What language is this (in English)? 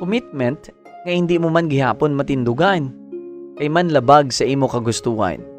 Hiligaynon